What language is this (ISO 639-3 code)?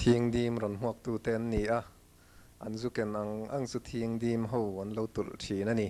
lus